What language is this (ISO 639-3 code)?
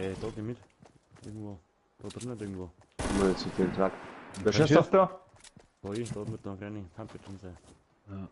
bar